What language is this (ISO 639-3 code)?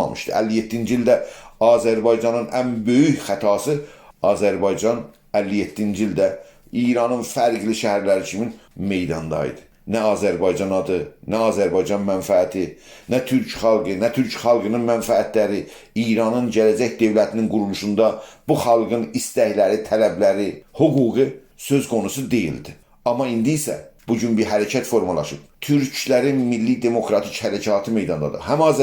azb